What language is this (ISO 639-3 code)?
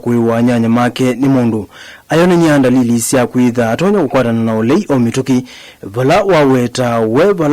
kam